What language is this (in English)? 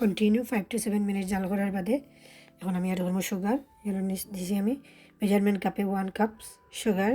Sylheti